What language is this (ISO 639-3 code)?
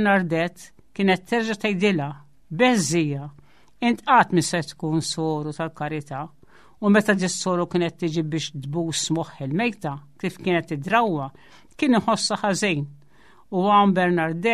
mlt